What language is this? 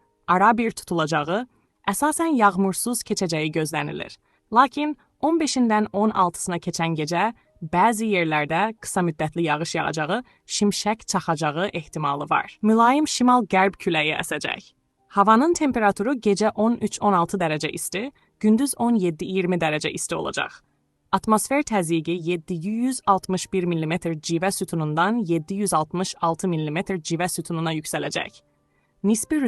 Azerbaijani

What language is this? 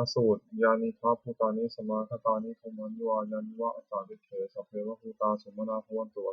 Pali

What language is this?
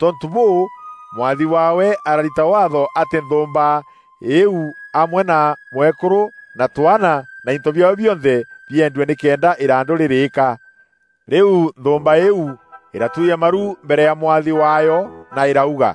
Meru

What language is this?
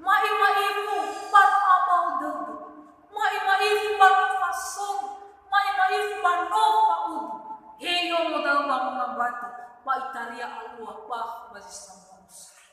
Nias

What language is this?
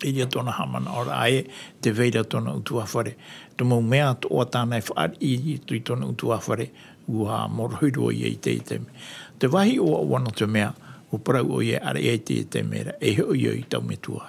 Tahitian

